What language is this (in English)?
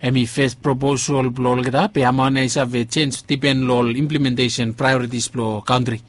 Bislama